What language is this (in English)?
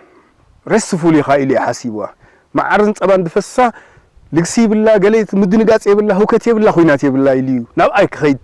Tigrinya